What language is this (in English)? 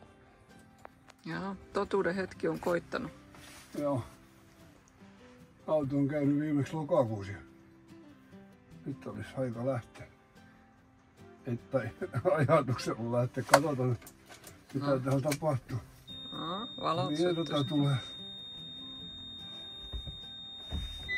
Finnish